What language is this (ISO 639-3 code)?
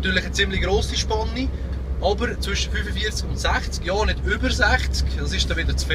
gsw